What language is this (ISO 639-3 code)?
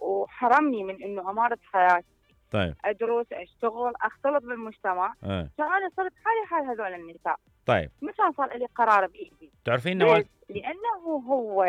acm